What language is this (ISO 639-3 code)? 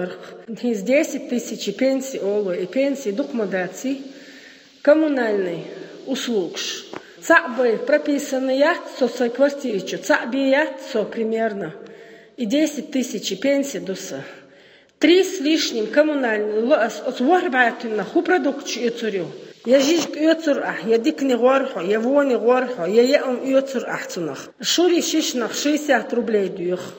che